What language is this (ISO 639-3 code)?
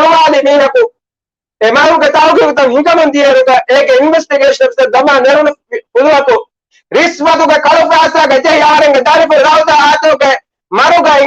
div